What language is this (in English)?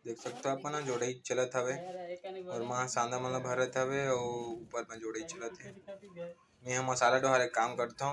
Chhattisgarhi